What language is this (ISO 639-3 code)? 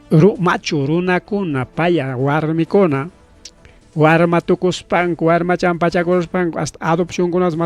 quy